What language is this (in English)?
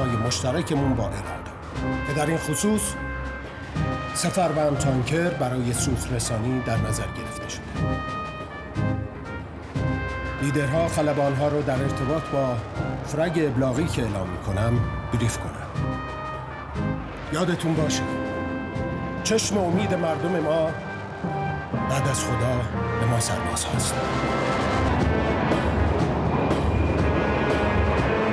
Persian